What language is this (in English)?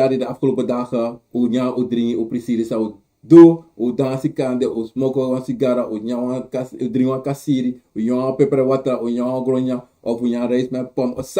Sranan Tongo